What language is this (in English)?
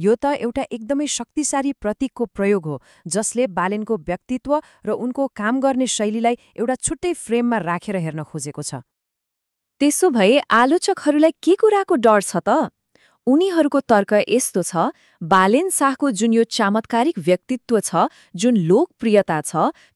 Nepali